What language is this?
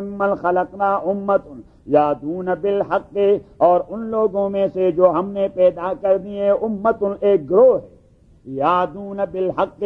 Urdu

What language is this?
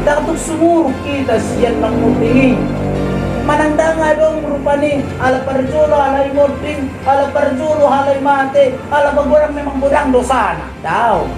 Batak Toba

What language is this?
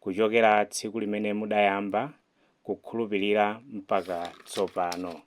Nyanja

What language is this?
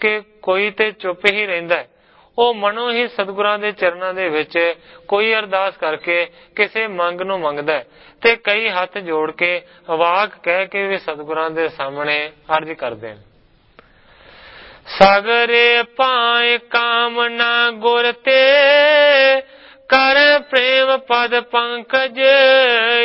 Punjabi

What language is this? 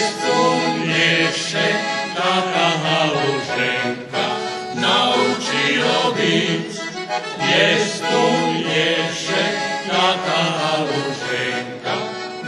Rusyn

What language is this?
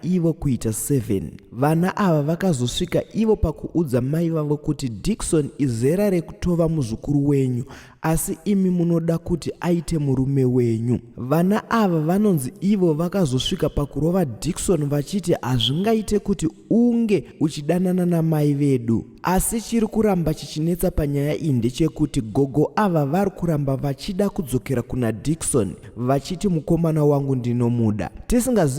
Shona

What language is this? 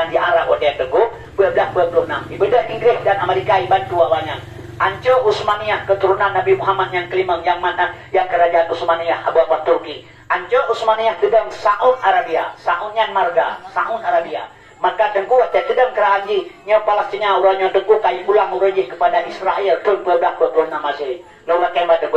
Achinese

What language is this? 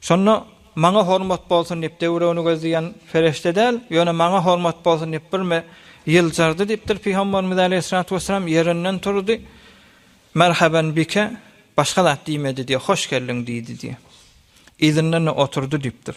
Turkmen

